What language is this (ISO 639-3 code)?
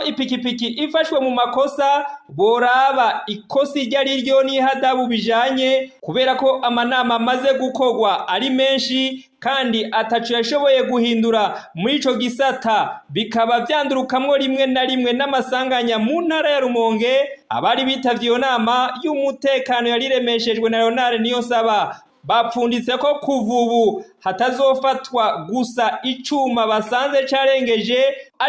run